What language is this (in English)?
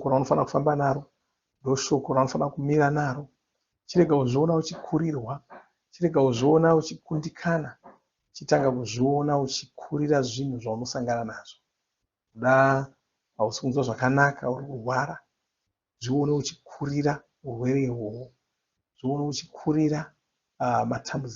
Shona